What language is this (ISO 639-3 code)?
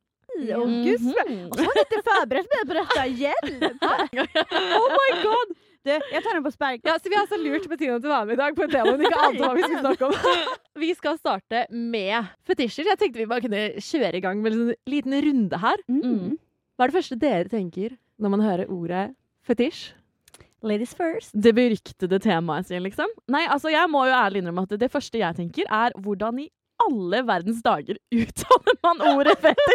nor